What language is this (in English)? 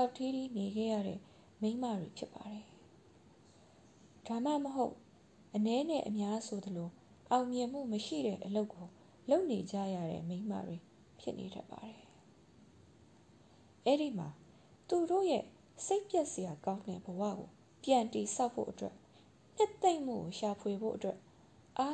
Burmese